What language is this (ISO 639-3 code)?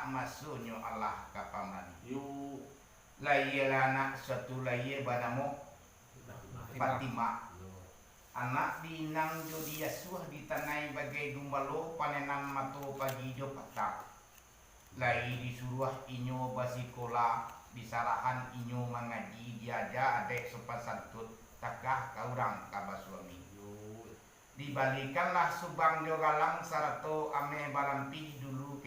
min